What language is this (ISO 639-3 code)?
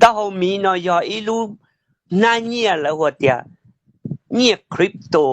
hmn